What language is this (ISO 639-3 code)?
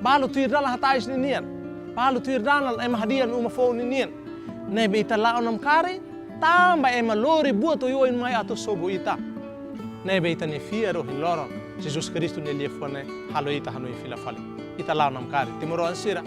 tet